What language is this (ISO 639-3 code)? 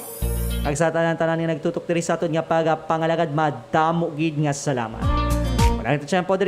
hil